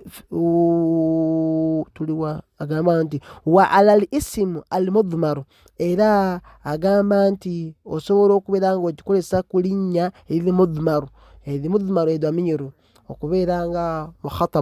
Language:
Ganda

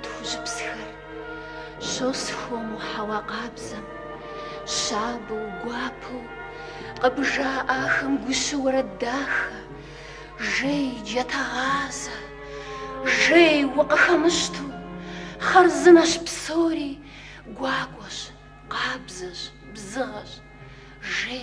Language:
Kabardian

